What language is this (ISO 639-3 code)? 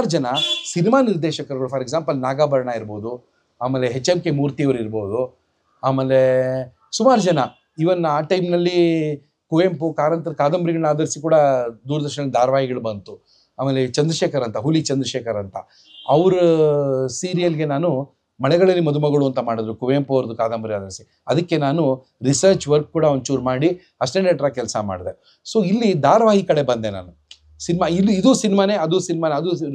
kan